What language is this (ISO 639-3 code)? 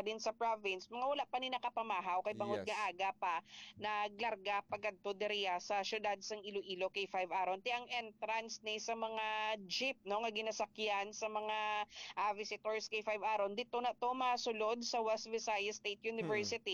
hil